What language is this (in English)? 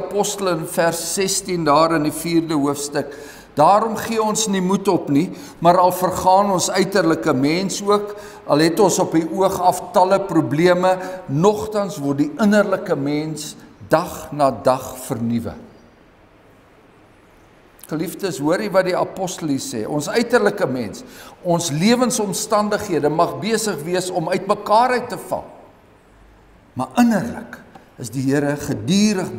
Afrikaans